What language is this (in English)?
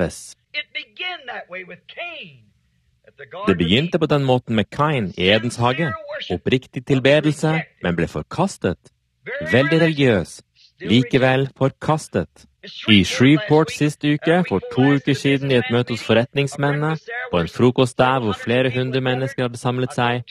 Norwegian